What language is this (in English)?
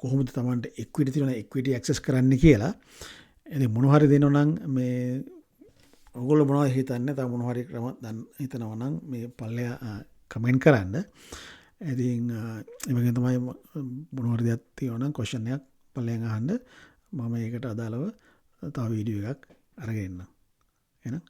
Sinhala